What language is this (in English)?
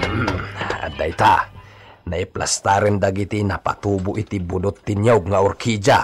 Iloko